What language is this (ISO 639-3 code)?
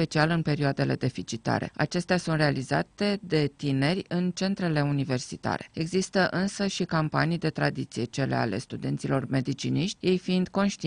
ron